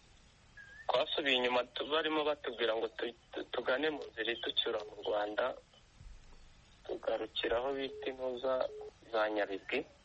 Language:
Kinyarwanda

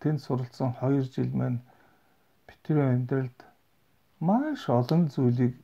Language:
Mongolian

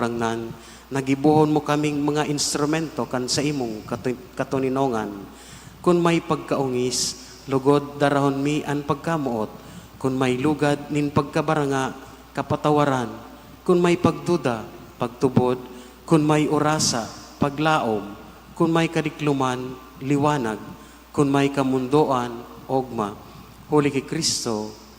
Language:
Bikol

